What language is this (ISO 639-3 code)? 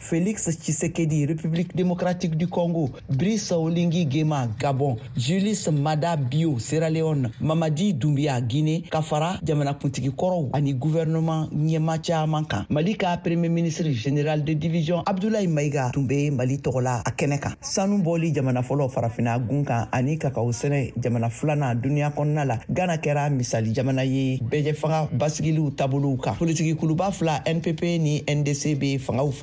bam